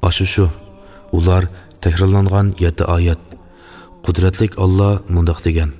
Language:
Uyghur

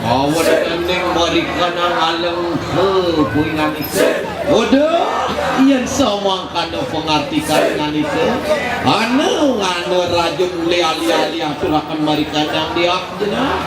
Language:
Balinese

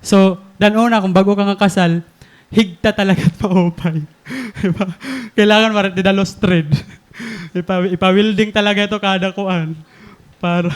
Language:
Waray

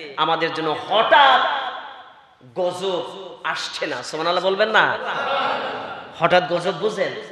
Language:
Bangla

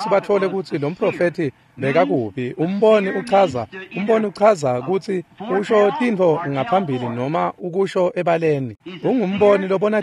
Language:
Swati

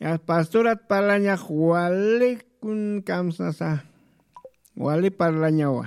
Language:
Aymara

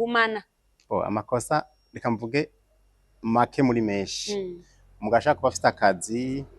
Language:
Rundi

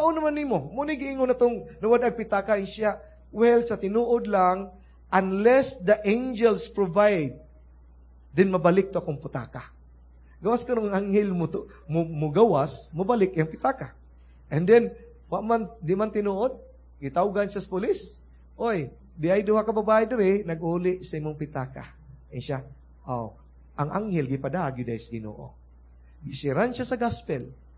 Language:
Cebuano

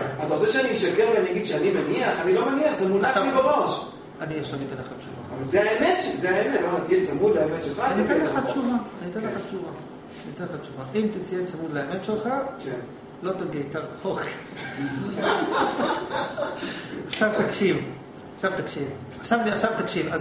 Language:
Hebrew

